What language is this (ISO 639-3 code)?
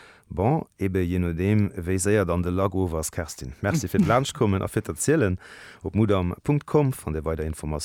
ltz